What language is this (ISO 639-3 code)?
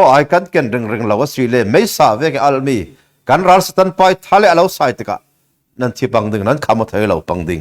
cfm